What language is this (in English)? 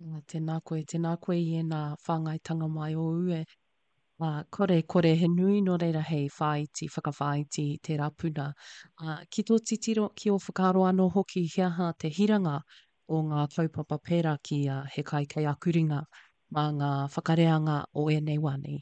Māori